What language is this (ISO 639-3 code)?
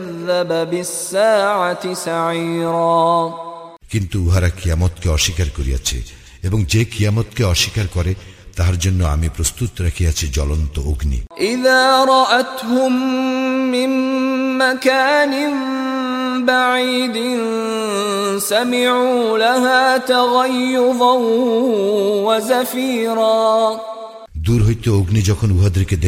ben